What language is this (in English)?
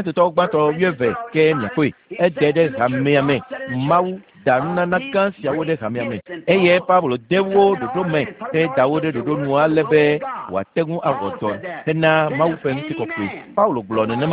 Ewe